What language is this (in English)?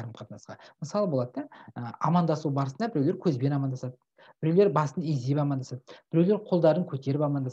Kazakh